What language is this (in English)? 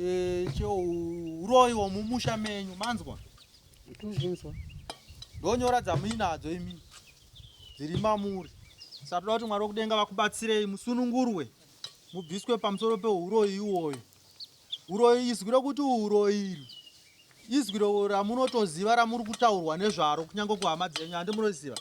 Shona